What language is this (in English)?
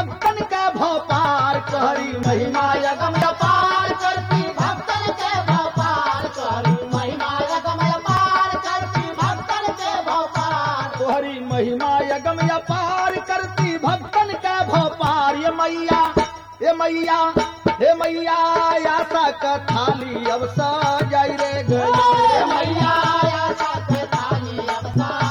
Bhojpuri